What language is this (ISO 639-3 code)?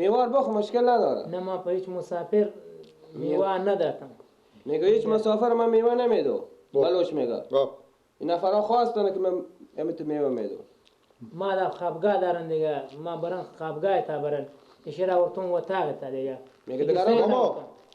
fas